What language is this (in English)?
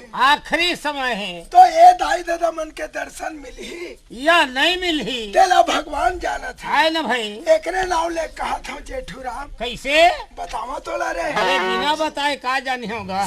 Chhattisgarhi